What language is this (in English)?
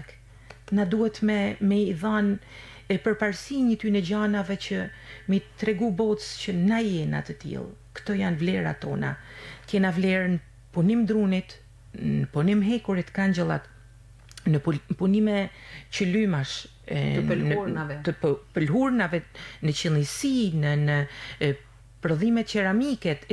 Albanian